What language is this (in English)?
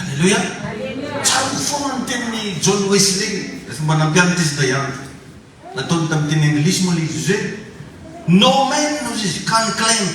Malagasy